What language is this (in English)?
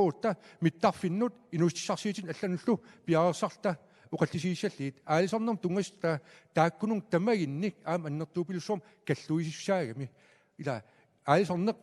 Kalaallisut